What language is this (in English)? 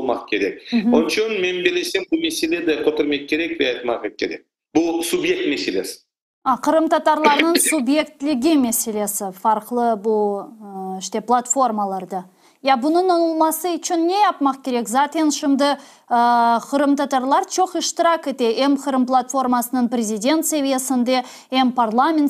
Crimean Tatar